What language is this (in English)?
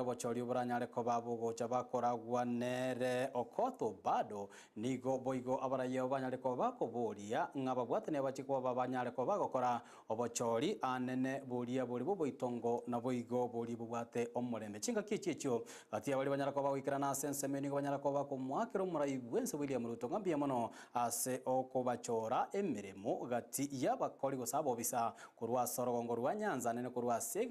Gusii